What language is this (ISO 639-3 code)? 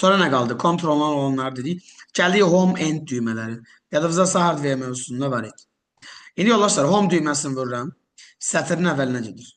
aze